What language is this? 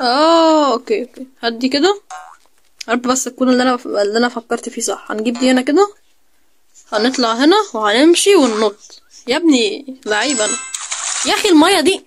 Egyptian Arabic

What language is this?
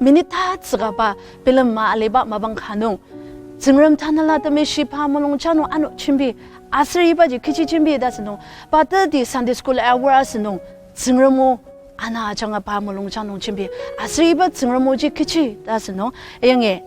Ao Naga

